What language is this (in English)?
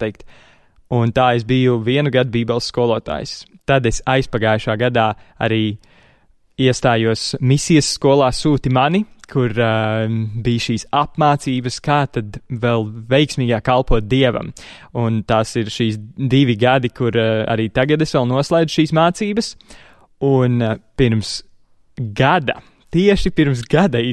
Latvian